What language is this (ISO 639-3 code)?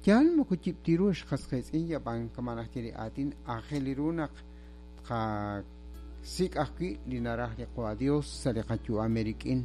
kek